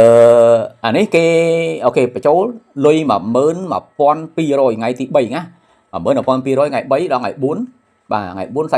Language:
Khmer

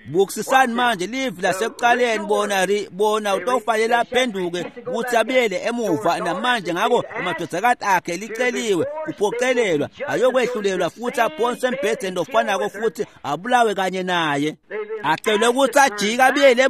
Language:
Swati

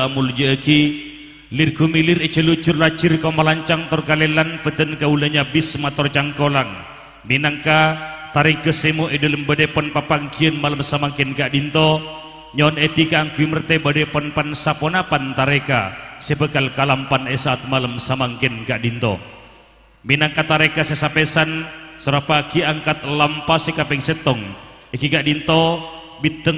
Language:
Madurese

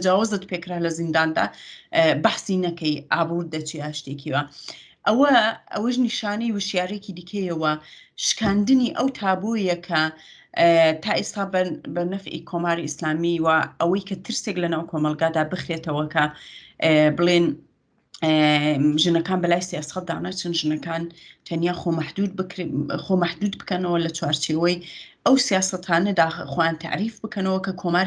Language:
Central Kurdish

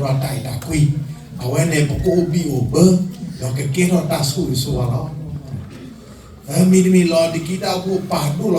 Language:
S'gaw Karen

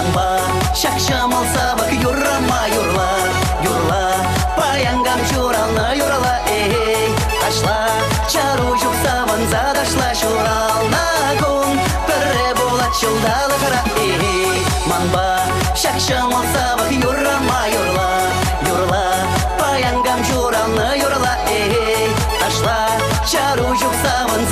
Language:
Chuvash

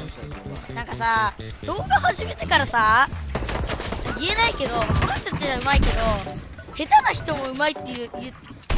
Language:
Japanese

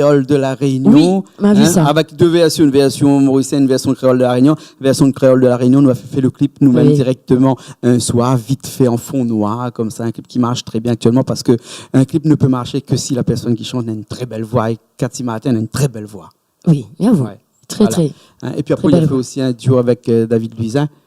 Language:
Réunion Creole French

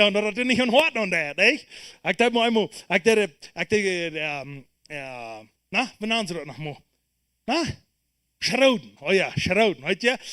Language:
Plautdietsch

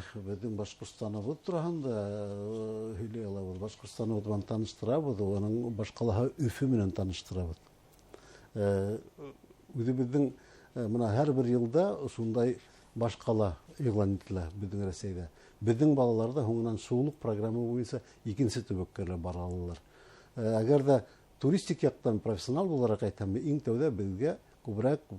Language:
Bashkir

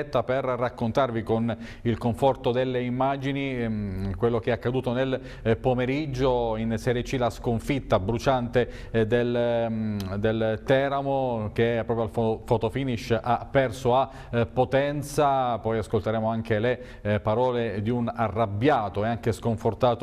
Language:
Italian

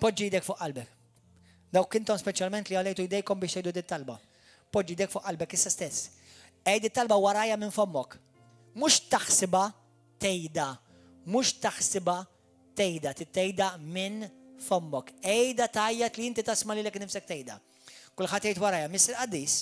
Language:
Maltese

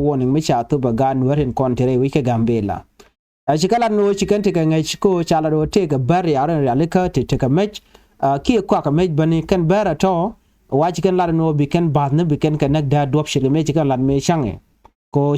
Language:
Nuer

